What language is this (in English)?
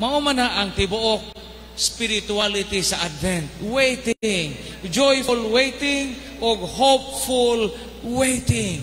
Cebuano